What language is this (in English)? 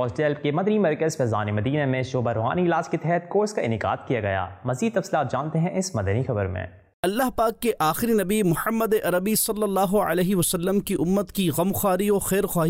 Urdu